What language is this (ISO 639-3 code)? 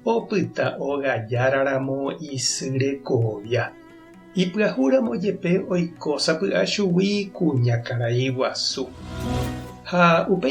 grn